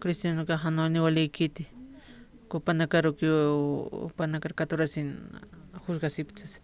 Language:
Aymara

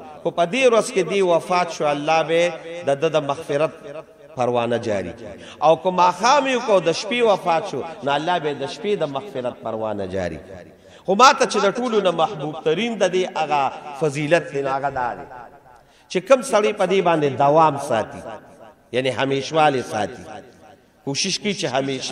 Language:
Pashto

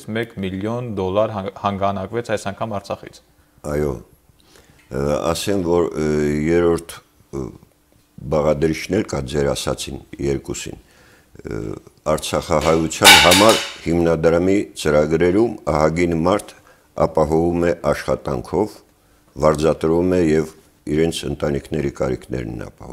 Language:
Armenian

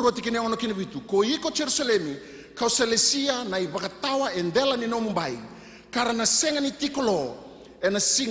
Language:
Fijian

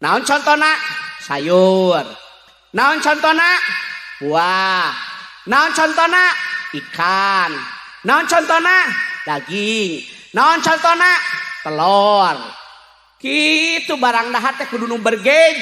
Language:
Sundanese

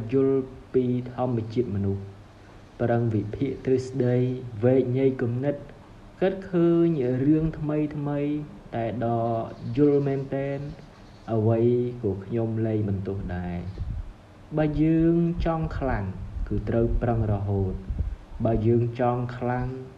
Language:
Khmer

